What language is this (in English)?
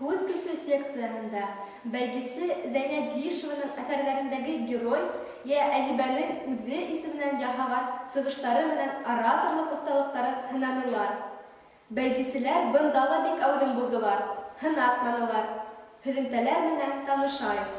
Bashkir